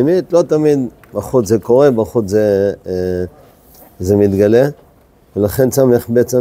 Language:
Hebrew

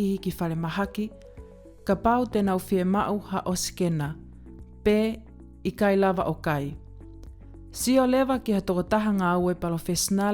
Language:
Tongan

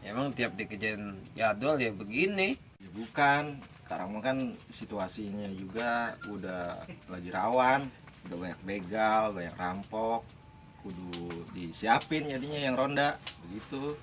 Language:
Betawi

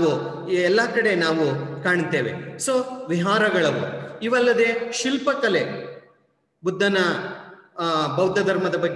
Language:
Kannada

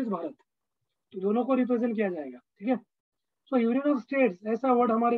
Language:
Hindi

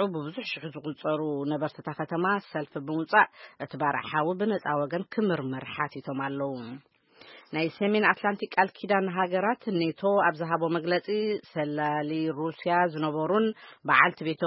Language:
Tigrinya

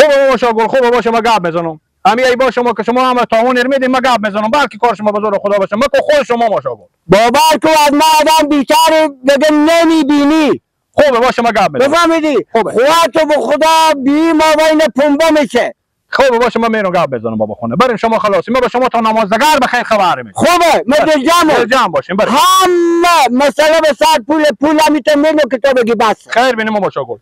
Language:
Persian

